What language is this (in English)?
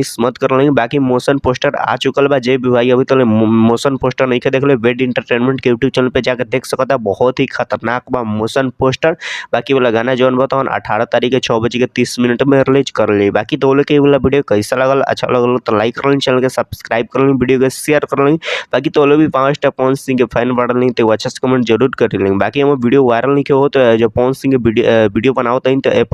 Bhojpuri